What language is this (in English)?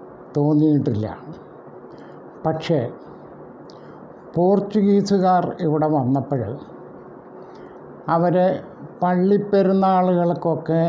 Malayalam